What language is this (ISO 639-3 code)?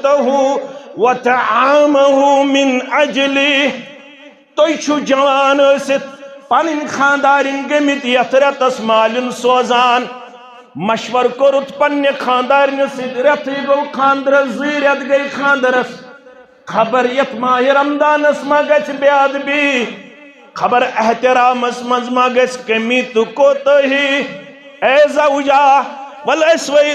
kas